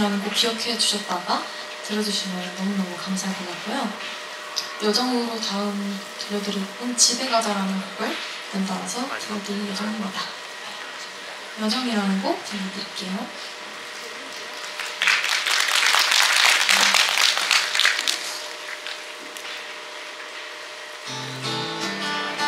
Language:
Korean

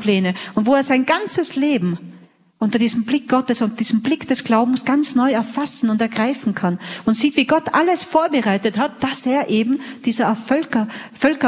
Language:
German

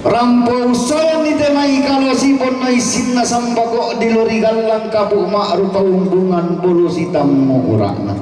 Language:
Toraja-Sa'dan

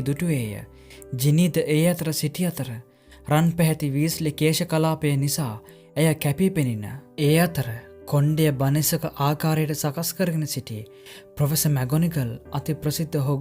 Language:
Sinhala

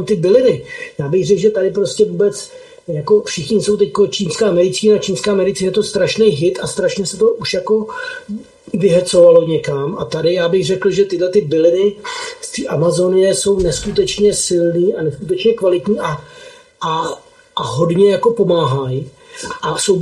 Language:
Czech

